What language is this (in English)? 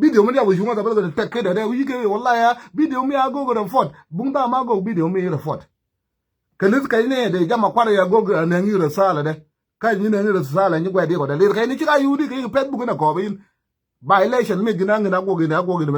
Nuer